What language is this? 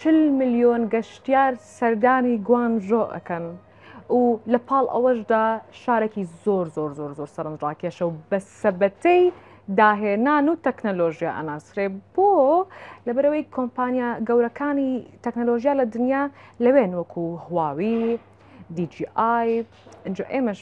Central Kurdish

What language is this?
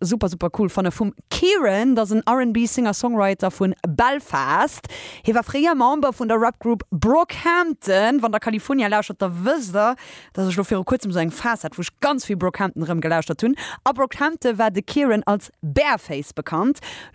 Luxembourgish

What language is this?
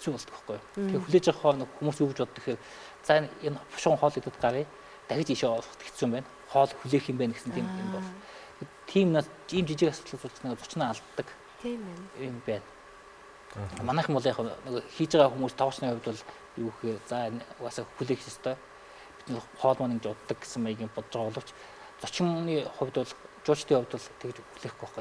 Mongolian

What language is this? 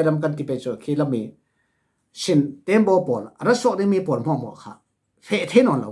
Falam Chin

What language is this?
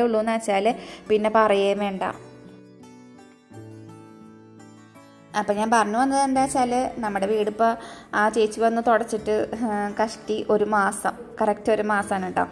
Malayalam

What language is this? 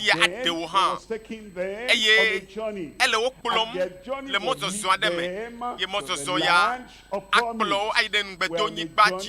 Ewe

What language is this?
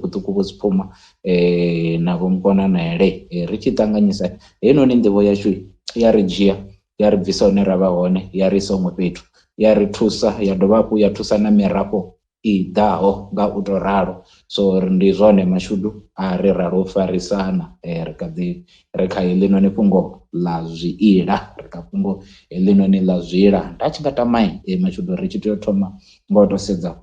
Venda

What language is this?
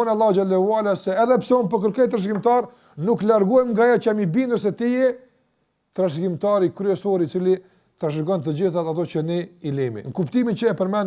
Albanian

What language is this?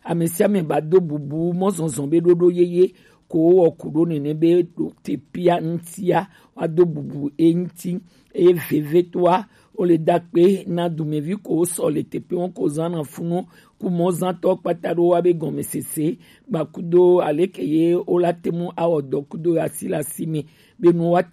Gen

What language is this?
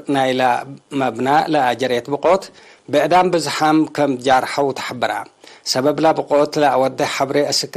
Tigre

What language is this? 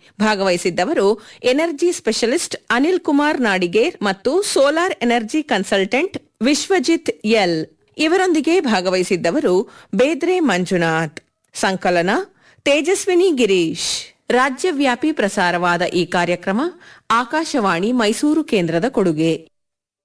Kannada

